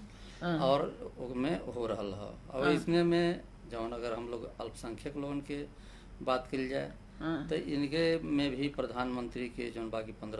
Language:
Bhojpuri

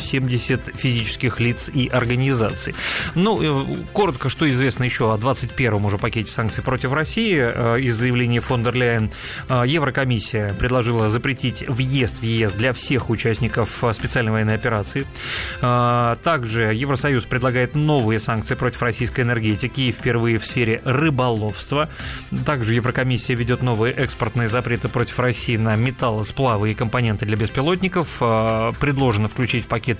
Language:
Russian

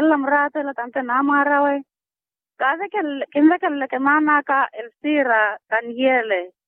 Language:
Makhuwa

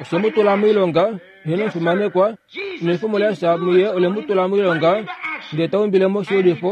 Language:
Kuanyama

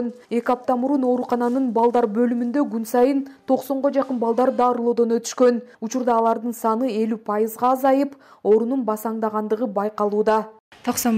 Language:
Kyrgyz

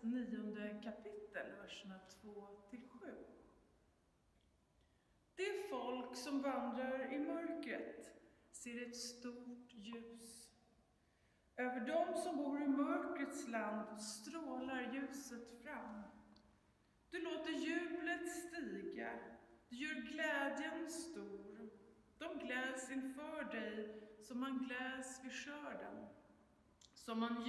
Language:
Swedish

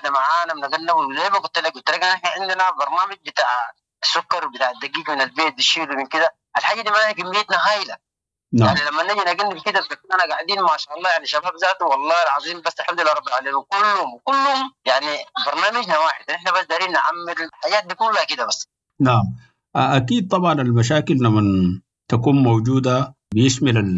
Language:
Sudanese Arabic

